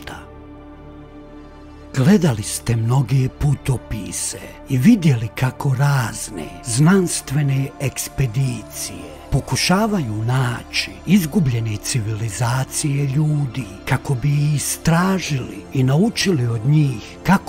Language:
Croatian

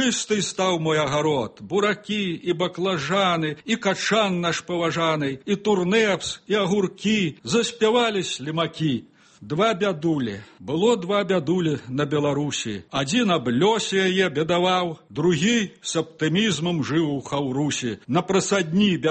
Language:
Belarusian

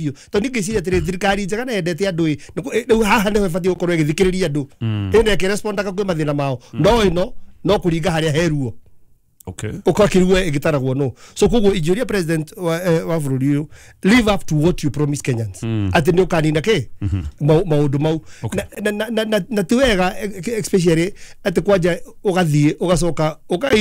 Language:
Kikuyu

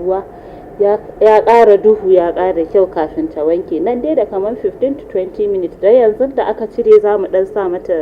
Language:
Hausa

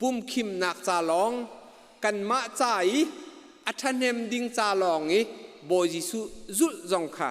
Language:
Hakha Chin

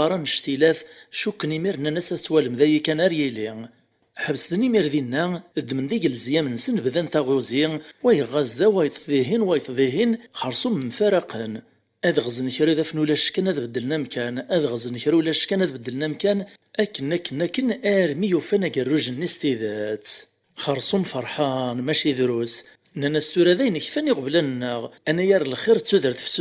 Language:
Kabyle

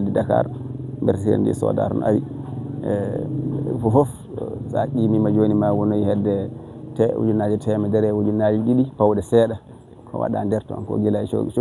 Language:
Fula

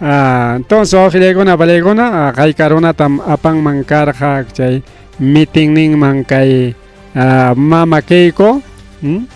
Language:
Ayacucho Quechua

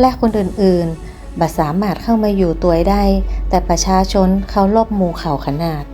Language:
Northern Thai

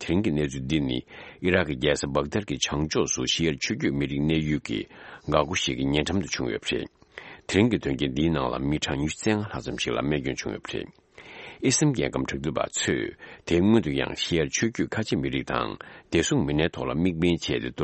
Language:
Tibetan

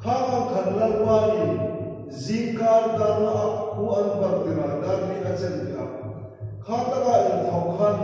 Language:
Hmar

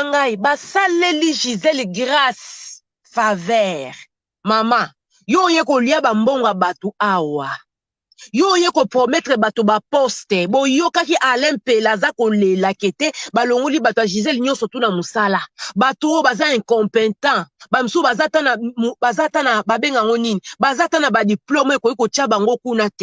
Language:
Lingala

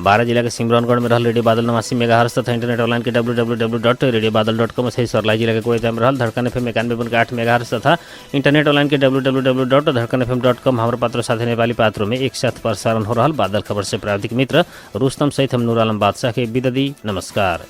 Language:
Bhojpuri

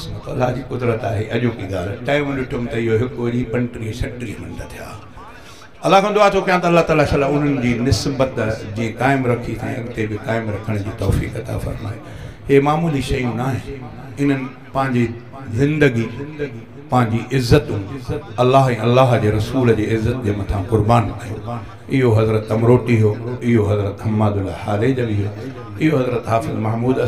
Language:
Sindhi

